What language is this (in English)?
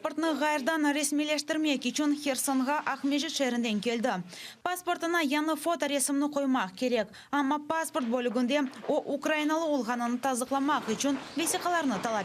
Crimean Tatar